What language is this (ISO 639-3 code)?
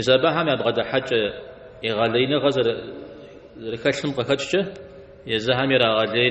kbd